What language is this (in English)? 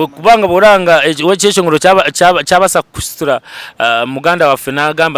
Nyankole